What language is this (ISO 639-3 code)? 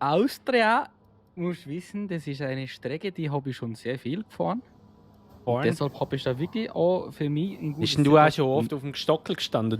gsw